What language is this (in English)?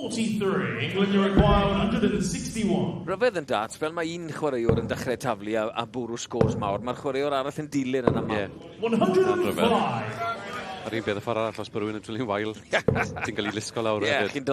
Welsh